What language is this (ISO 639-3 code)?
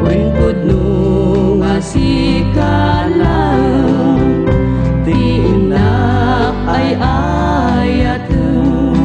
ilo